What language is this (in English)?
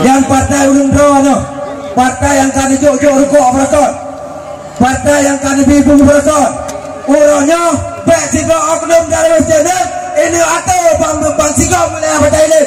Achinese